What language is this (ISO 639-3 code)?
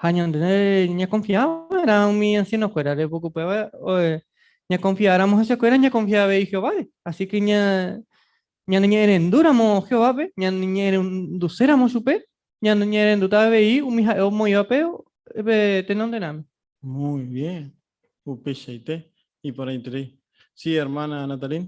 grn